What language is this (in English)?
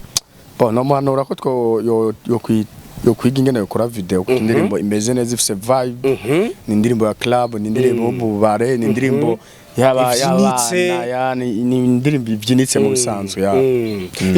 Rundi